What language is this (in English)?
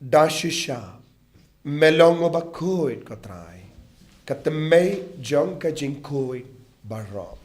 Khasi